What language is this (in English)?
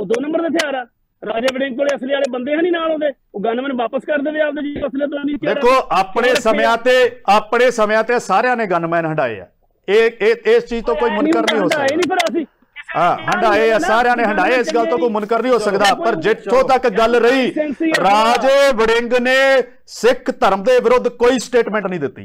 Punjabi